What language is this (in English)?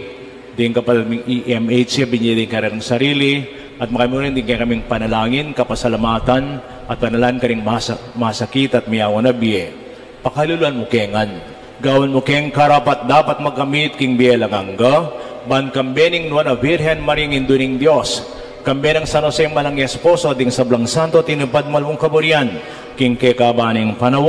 Pampanga